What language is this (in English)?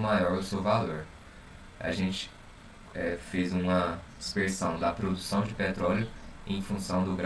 Portuguese